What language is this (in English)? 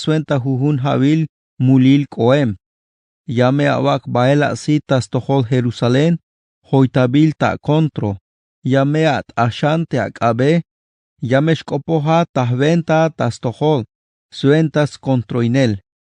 Tzeltal